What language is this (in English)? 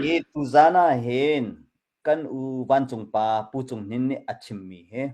Hakha Chin